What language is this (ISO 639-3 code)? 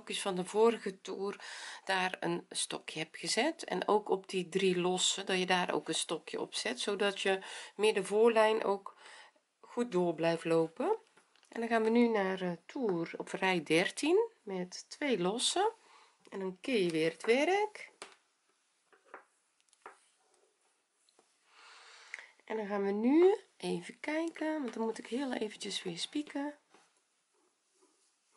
nld